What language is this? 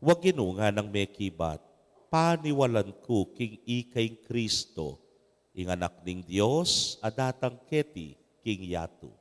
Pampanga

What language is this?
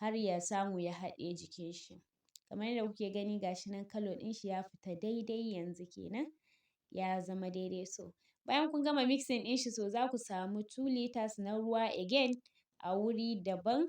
Hausa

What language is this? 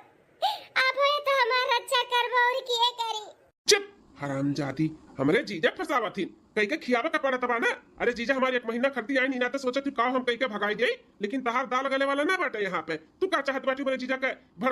Bhojpuri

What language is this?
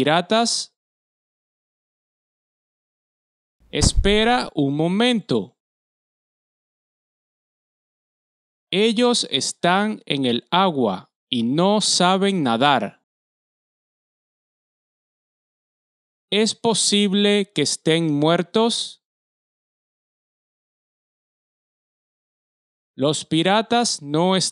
Spanish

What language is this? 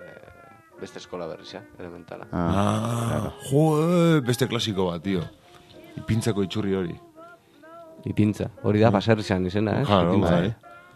Basque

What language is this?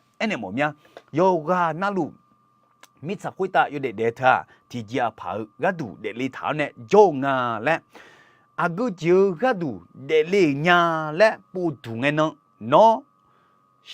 Akha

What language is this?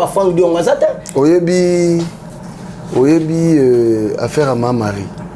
Lingala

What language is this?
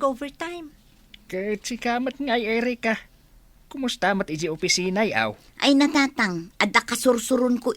Iloko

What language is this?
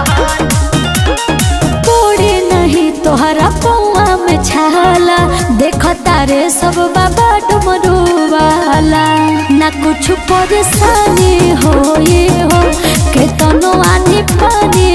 Bhojpuri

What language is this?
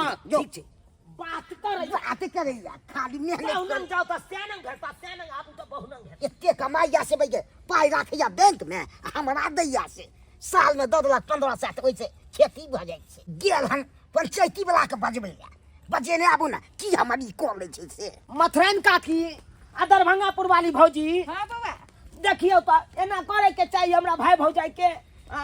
Maithili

